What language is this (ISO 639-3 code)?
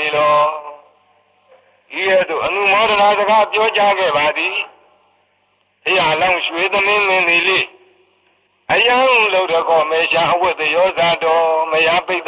mya